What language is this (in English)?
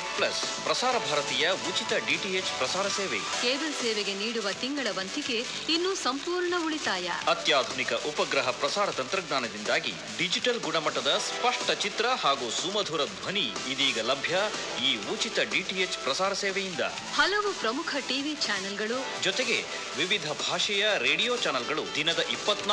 Kannada